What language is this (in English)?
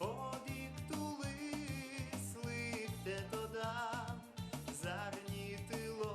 Udmurt